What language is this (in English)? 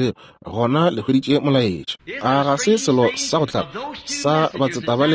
Northern Sotho